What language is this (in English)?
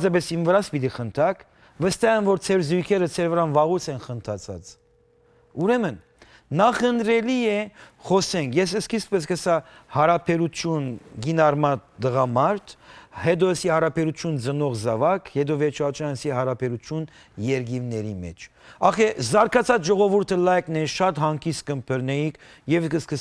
Western Armenian